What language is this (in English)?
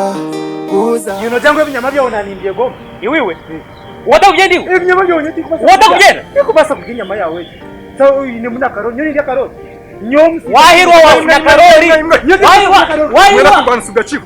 Nyankole